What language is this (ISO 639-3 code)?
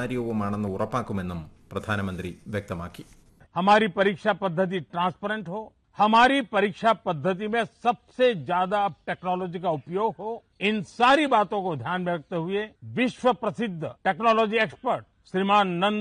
mal